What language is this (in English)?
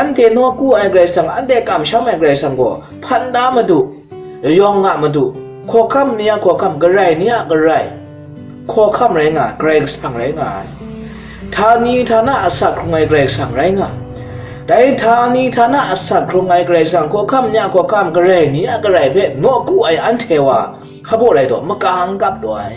Kachin